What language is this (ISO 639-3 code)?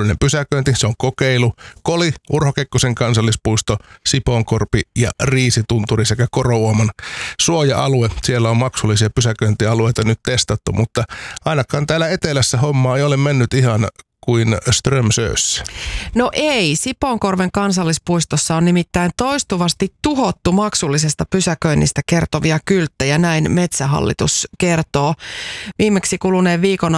fin